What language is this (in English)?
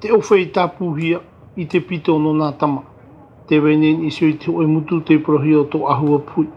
Tahitian